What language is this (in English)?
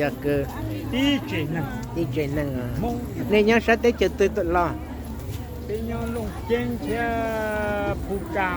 Hmong